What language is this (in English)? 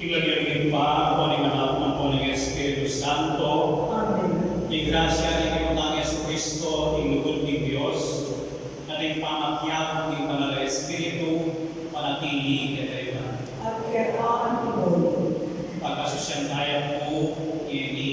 Pampanga